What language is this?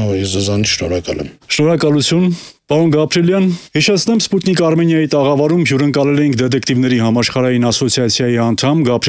Armenian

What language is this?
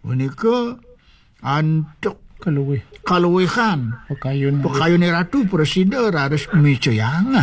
Balinese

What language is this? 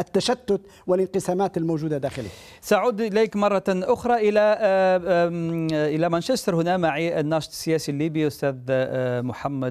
Arabic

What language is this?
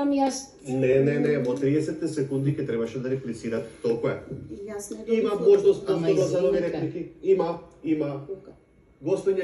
Macedonian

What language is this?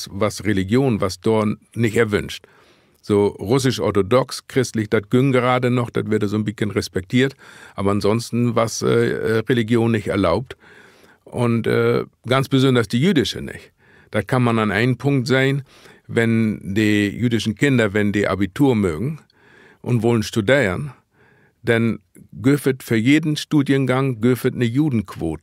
Low German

